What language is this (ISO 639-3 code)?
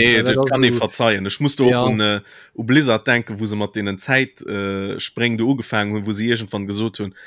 ltz